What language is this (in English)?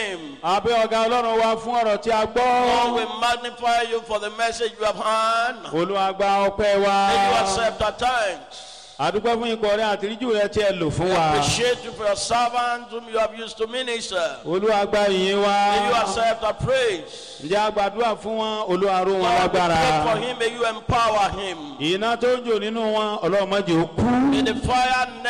Yoruba